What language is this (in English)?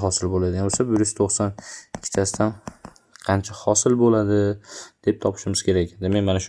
Uzbek